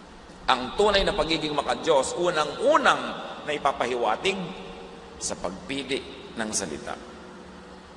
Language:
Filipino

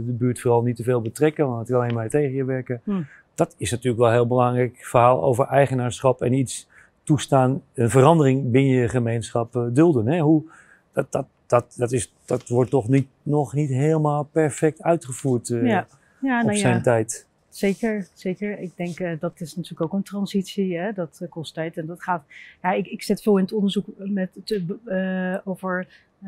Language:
Dutch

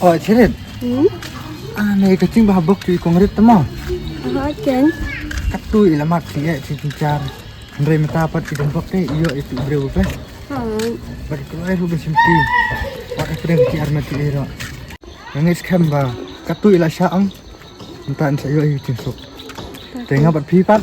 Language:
Khasi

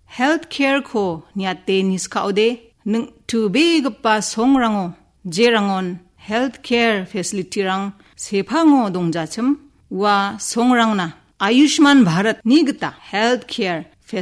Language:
Garo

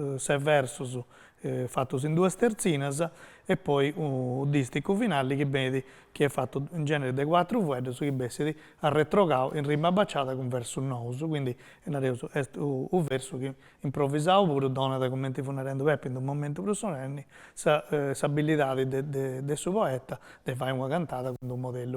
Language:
Sardinian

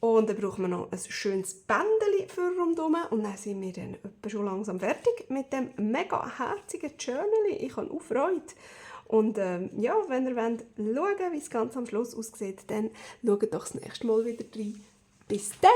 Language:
Swiss German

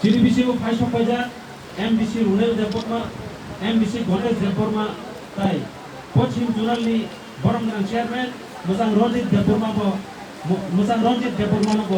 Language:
Kok Borok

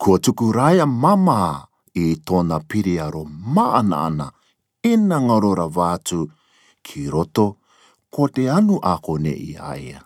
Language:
Rarotongan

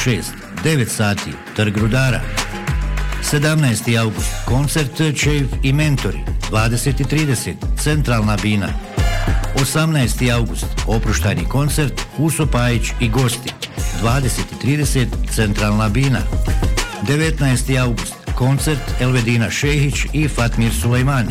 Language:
Bosnian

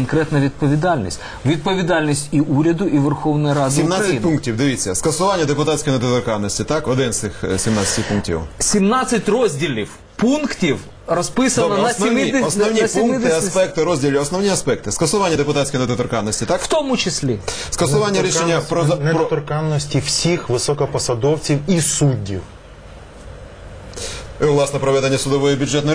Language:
Ukrainian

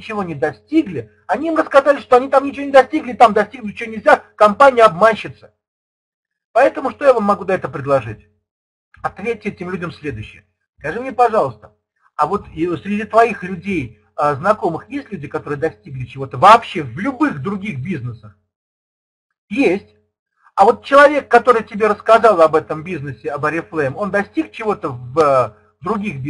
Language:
Russian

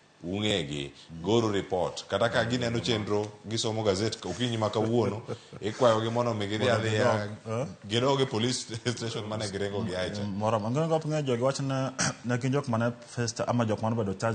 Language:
Luo (Kenya and Tanzania)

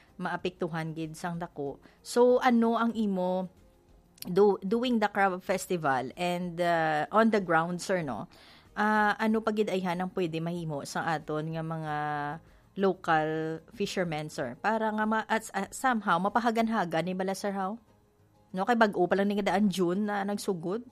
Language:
Hiligaynon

